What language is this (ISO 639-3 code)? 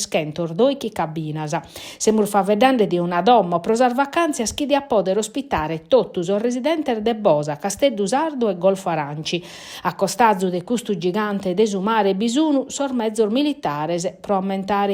srd